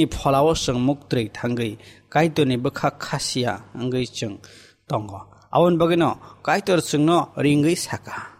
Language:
Kok Borok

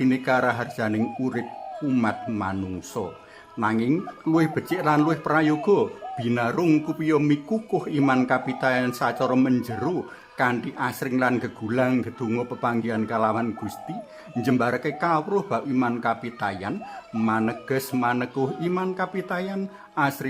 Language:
Javanese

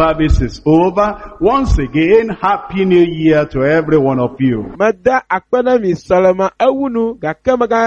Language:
Ewe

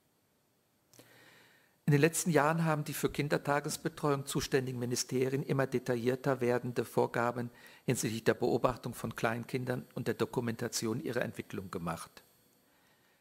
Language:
German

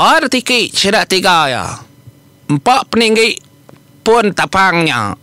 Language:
Iban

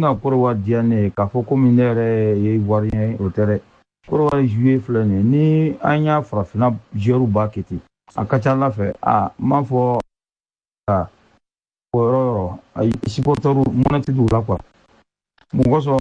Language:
Bambara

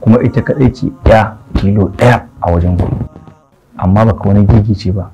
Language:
Hausa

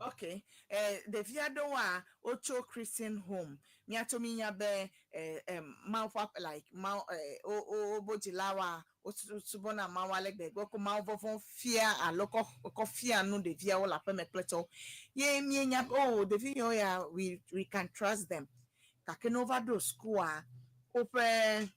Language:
Ewe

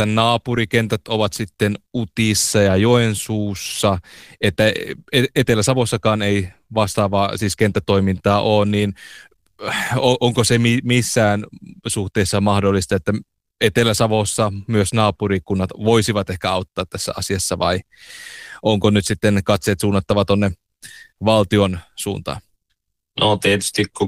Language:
Finnish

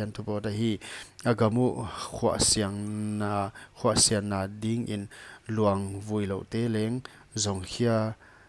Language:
Paite Chin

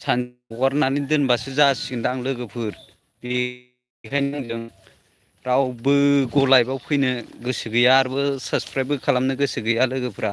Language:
Bodo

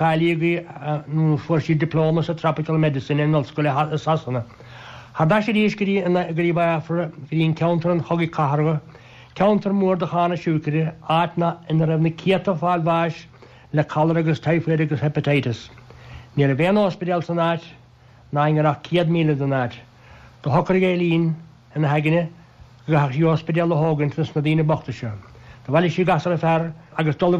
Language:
Irish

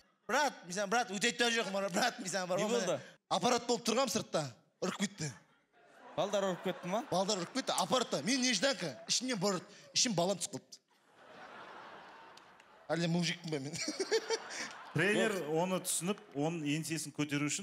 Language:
Kazakh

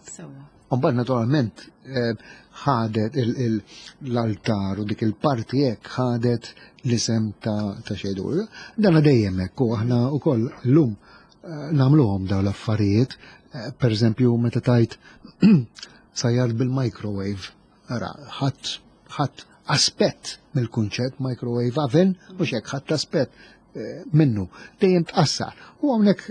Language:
Maltese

